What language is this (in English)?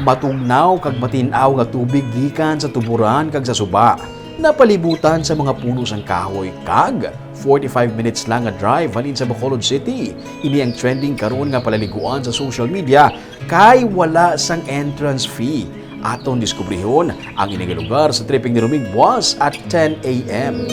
Hiligaynon